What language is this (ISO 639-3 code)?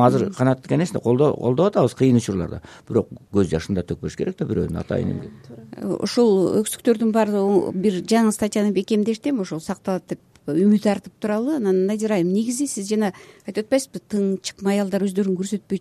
kir